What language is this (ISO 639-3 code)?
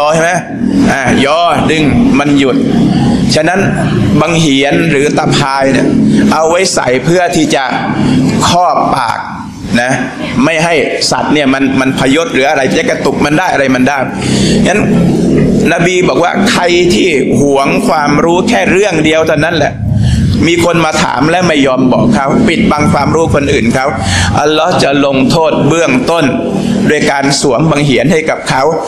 tha